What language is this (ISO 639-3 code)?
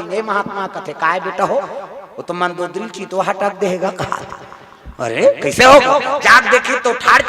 hne